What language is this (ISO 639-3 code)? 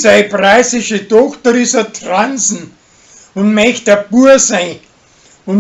bar